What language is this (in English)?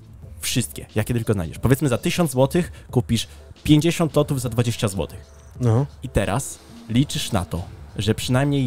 Polish